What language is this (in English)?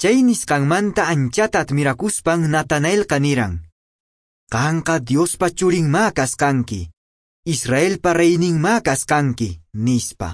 Quechua